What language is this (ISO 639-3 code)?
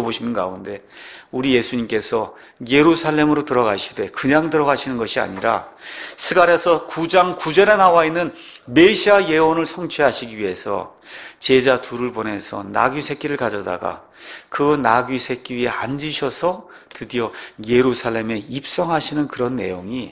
kor